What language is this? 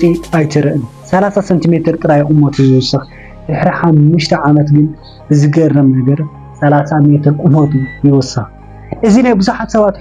Tigrinya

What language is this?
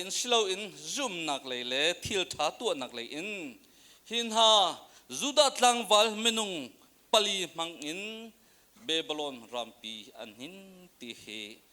Hakha Chin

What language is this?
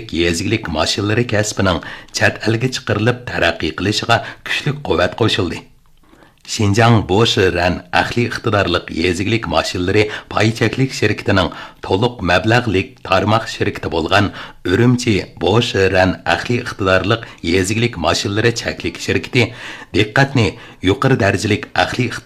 Uyghur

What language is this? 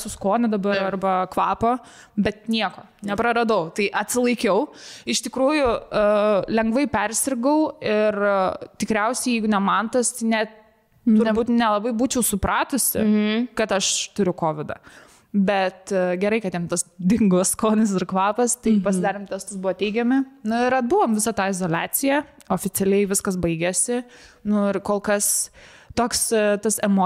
Lithuanian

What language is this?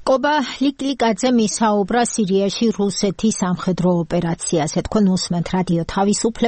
Georgian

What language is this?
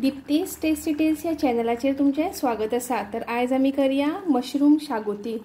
Konkani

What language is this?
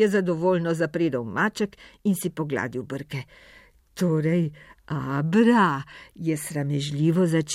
Slovenian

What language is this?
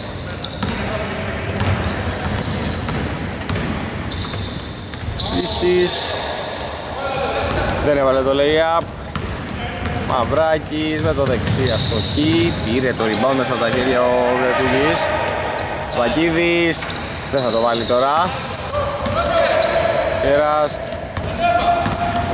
Greek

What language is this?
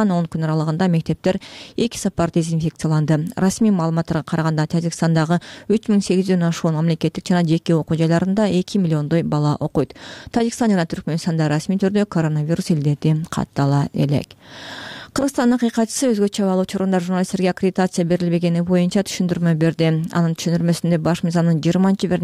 Kyrgyz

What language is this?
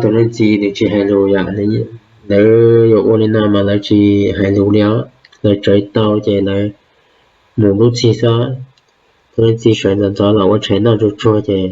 Hmong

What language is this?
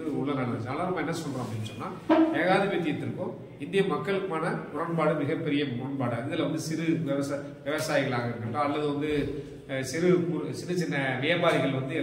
Tamil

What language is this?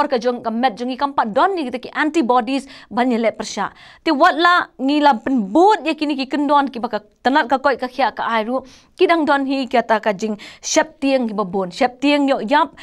Khasi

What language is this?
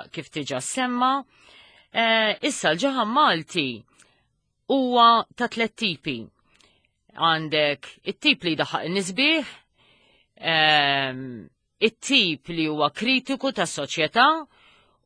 Maltese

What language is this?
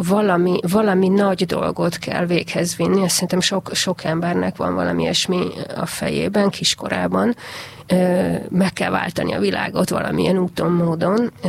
Hungarian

